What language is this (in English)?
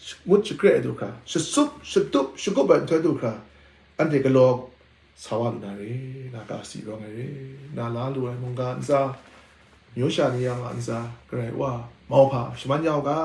Kachin